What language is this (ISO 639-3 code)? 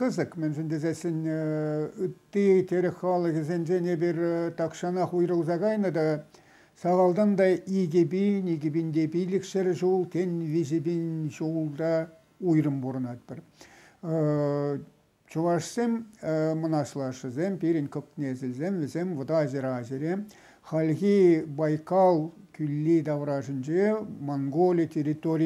chv